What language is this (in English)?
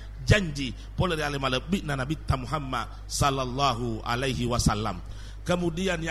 Buginese